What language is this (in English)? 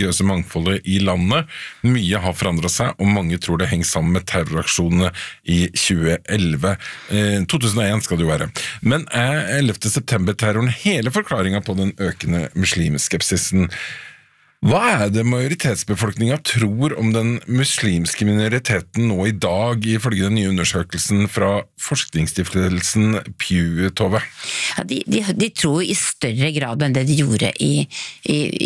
Norwegian